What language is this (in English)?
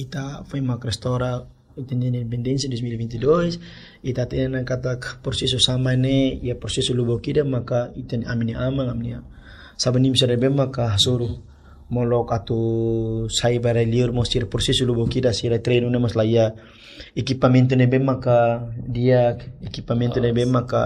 Tetum